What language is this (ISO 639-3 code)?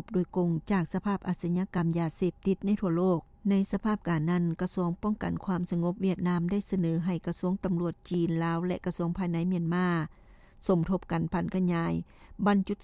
lao